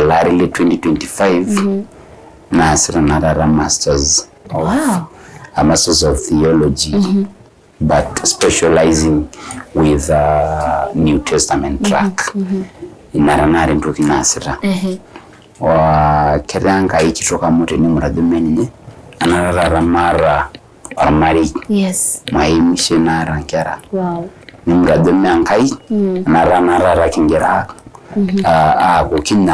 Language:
Masai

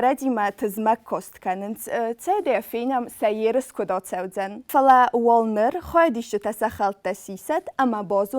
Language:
Ossetic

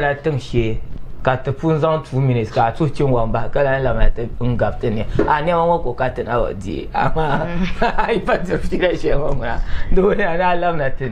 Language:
Dagbani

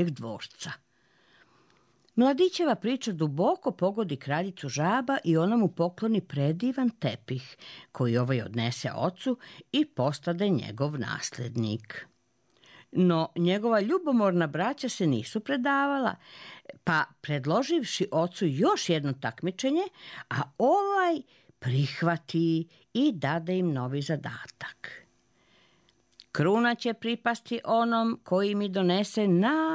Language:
Serbian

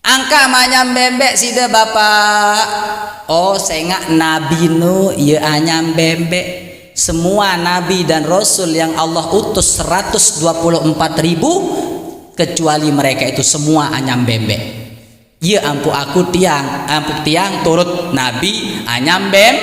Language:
Sasak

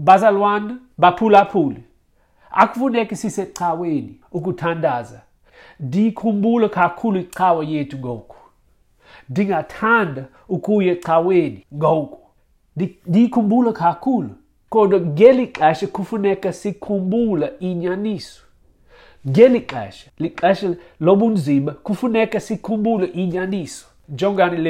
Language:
Xhosa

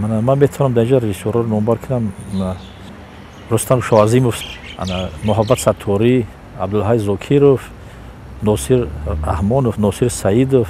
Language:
Tajik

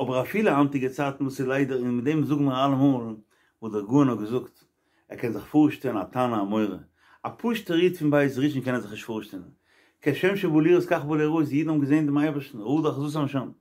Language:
Yiddish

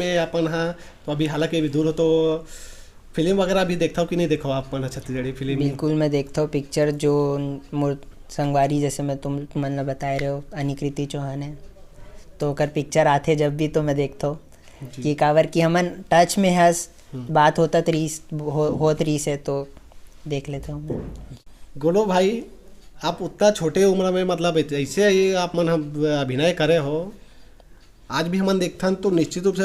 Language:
Chhattisgarhi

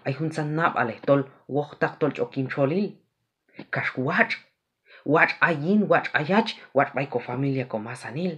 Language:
Q'anjob'al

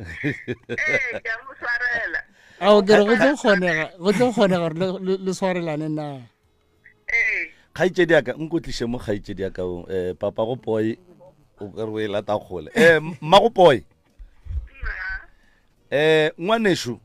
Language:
Northern Sotho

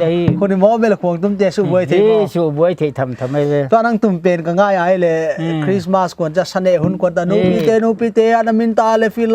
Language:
Paite Chin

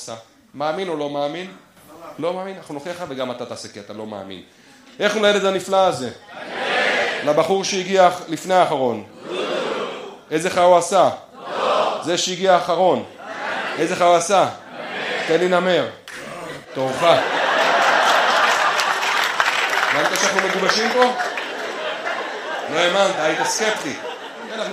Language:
Hebrew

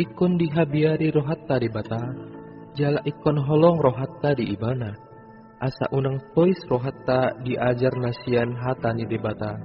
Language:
Batak Toba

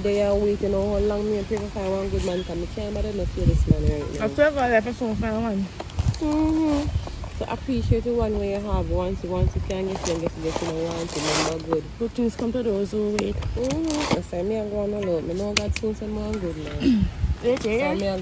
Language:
Jamaican Creole English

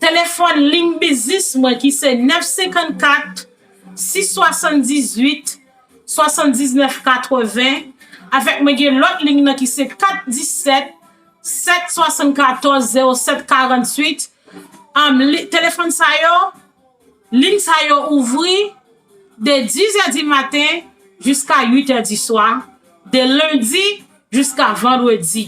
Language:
Haitian Creole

